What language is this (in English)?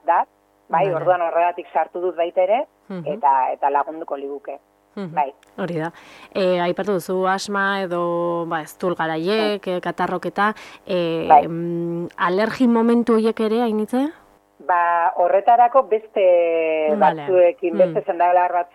Basque